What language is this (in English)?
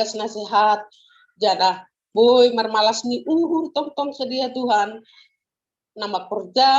Batak Simalungun